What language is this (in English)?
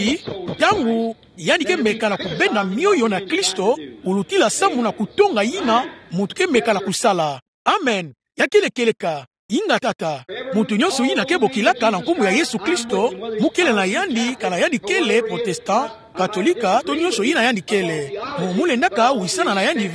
Kituba (Democratic Republic of Congo)